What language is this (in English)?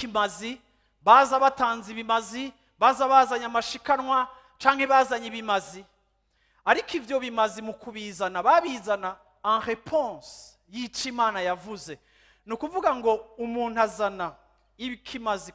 Rundi